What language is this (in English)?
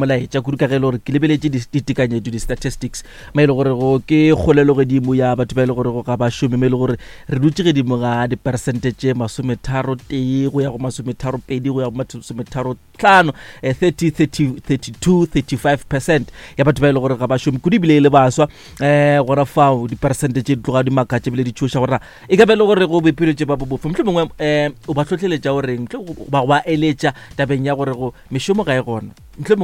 Northern Sotho